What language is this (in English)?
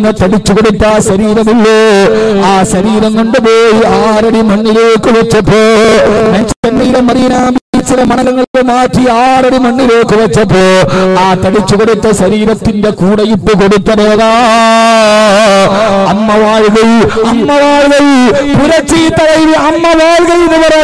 Malayalam